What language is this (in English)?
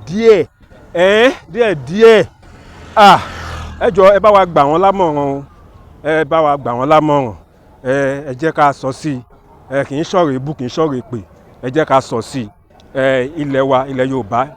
Yoruba